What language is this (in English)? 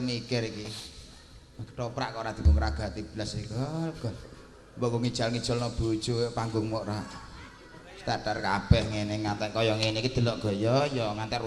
Javanese